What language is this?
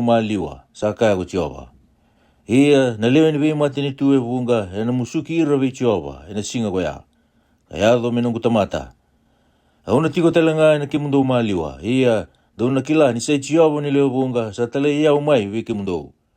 Fijian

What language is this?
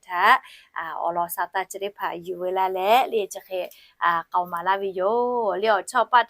Lahu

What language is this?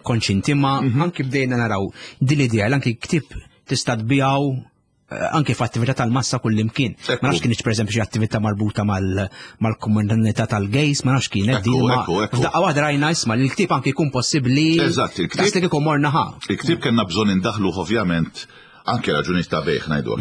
Maltese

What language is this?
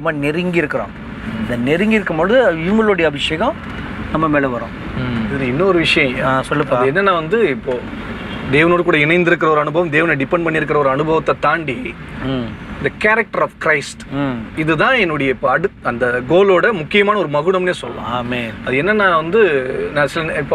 Tamil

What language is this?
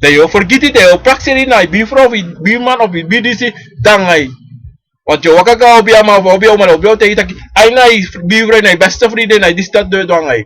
Sranan Tongo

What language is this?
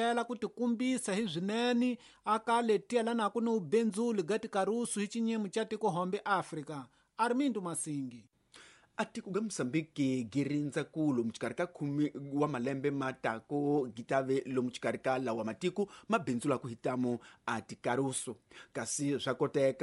Tsonga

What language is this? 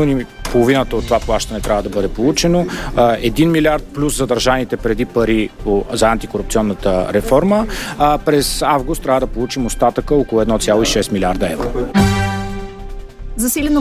Bulgarian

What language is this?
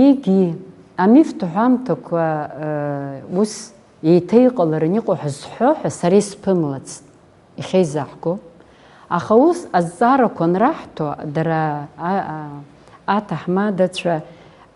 Abkhazian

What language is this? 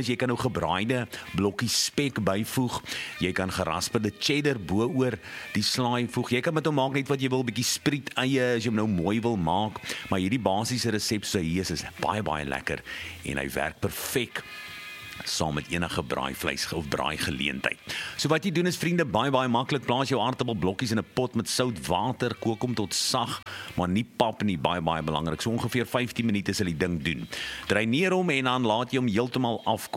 Afrikaans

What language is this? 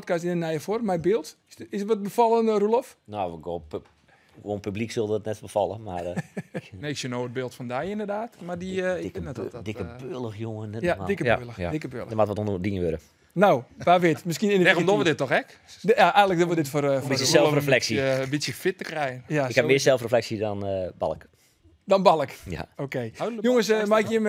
Western Frisian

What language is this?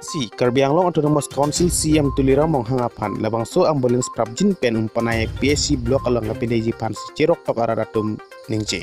Karbi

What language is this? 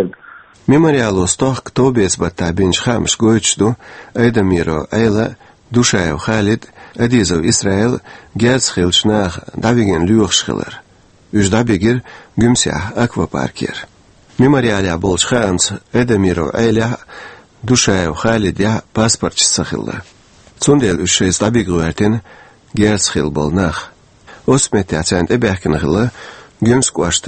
Chechen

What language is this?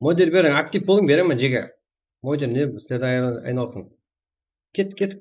Kara-Kalpak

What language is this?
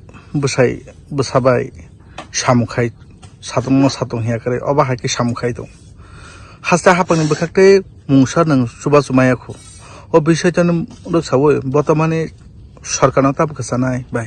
Kok Borok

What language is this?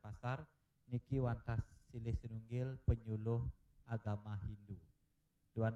Balinese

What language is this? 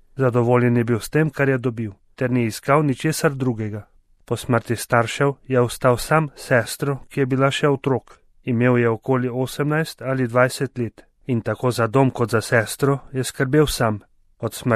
Slovenian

